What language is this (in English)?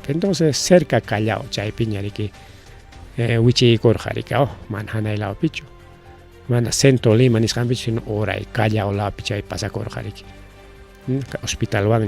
Ayacucho Quechua